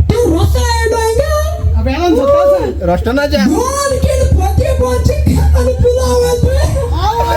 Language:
Konkani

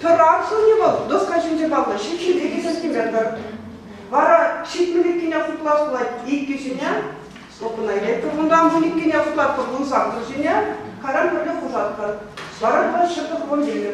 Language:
Chuvash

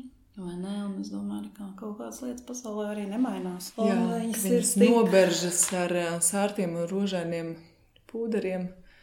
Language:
Latvian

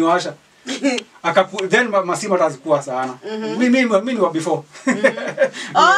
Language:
Swahili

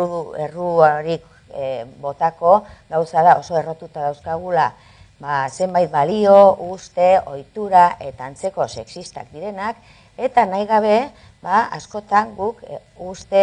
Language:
Basque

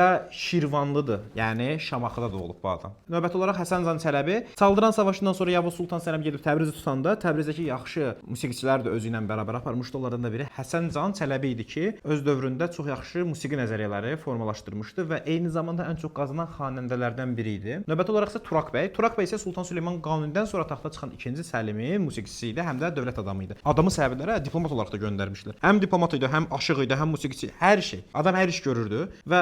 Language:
Azerbaijani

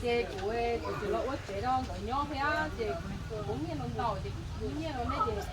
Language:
Hmong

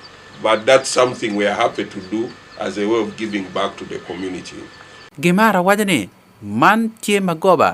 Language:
Acoli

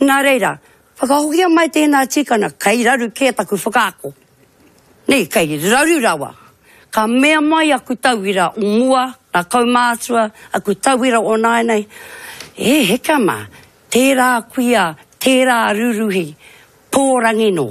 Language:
Māori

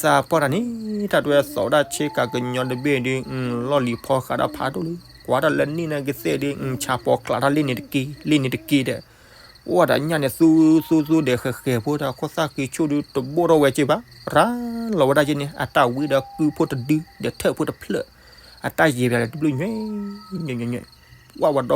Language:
S'gaw Karen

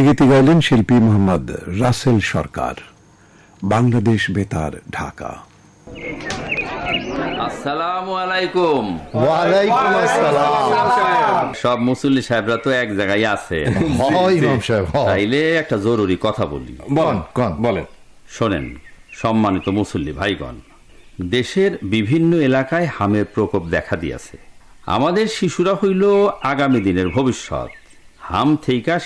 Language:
Bangla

